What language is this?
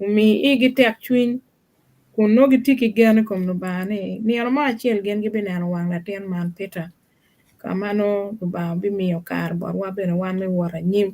Acoli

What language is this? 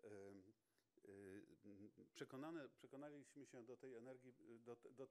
Polish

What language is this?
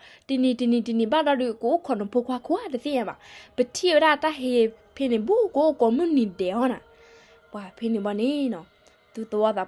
S'gaw Karen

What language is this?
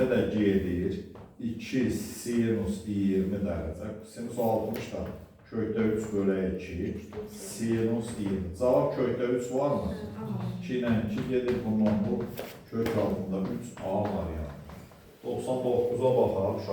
Azerbaijani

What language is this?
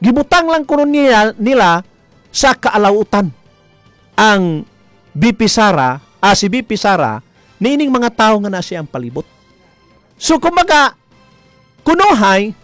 Cebuano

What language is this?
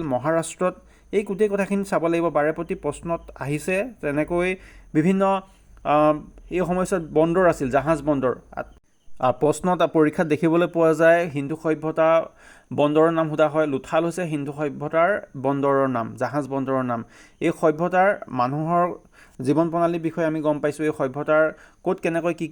Assamese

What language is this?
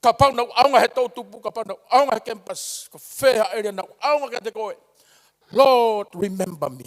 Tongan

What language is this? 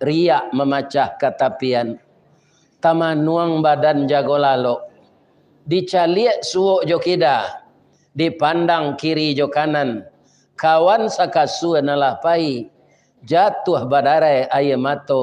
Minangkabau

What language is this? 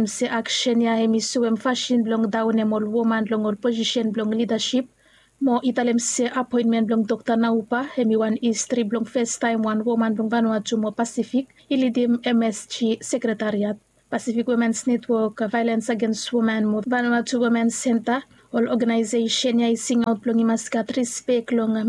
Bislama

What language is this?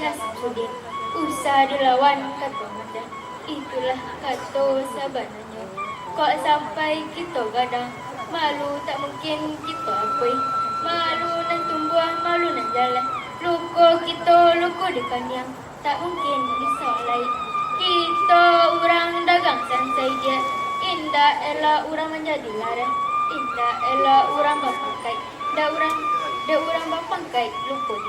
Minangkabau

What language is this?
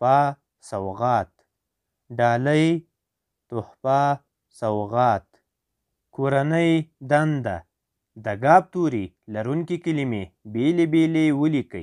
Pashto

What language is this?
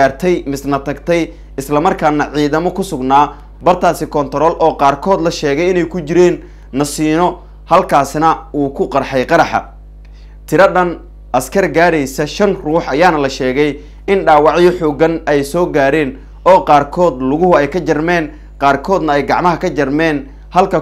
Somali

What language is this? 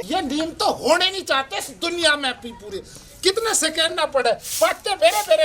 Haryanvi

